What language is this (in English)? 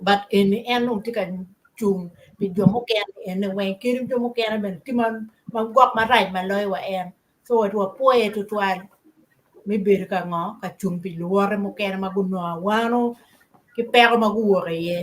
Acoli